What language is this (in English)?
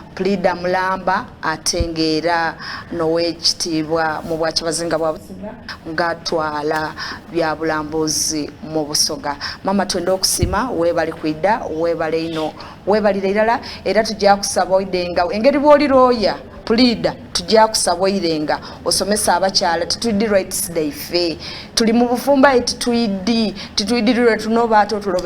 Soga